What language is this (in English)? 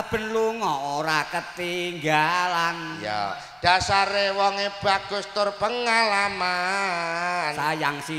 Javanese